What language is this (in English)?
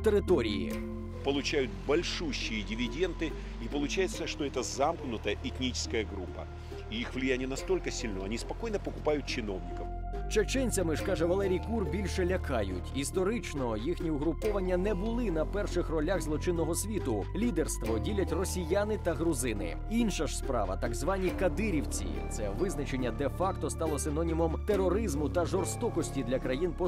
Ukrainian